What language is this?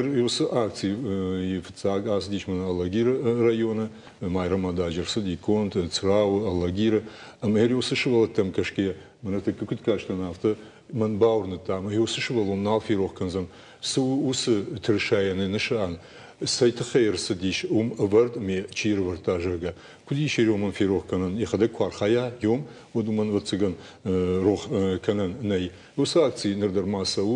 Ossetic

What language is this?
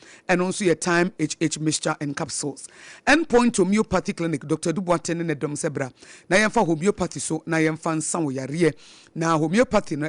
Akan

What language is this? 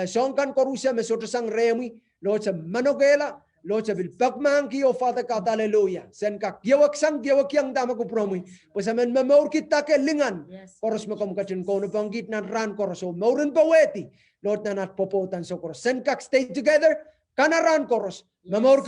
Pohnpeian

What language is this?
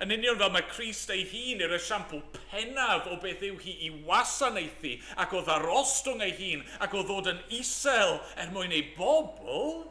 Welsh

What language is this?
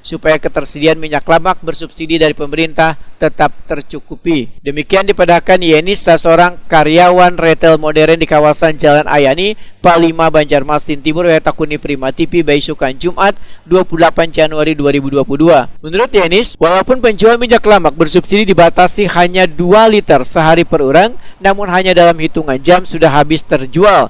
Banjar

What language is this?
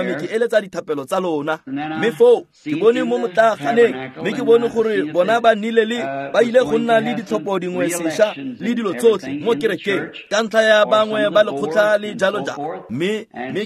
Tswana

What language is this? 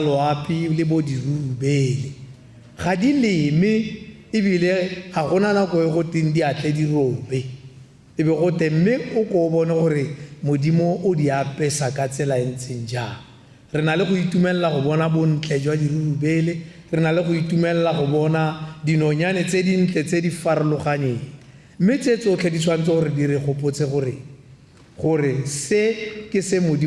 Tswana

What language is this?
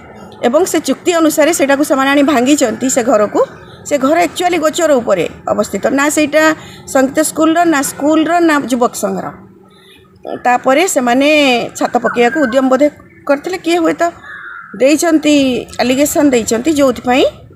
Odia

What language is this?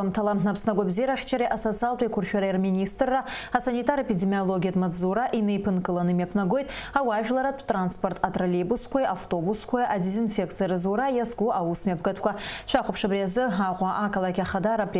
Abkhazian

